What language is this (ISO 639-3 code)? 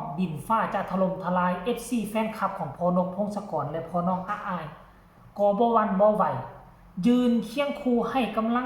tts